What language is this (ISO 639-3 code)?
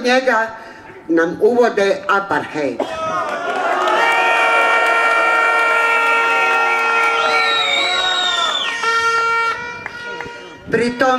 bos